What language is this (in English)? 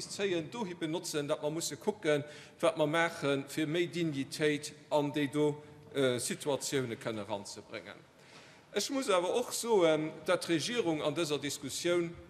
Luxembourgish